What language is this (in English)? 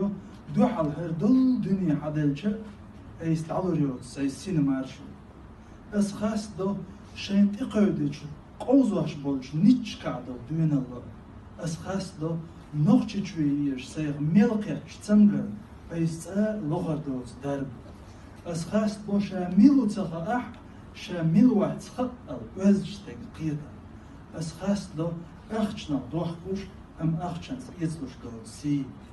Chechen